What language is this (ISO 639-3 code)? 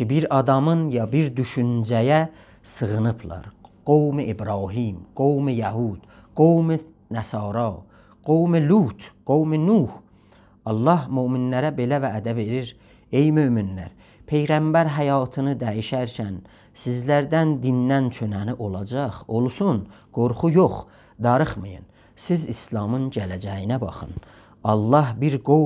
azb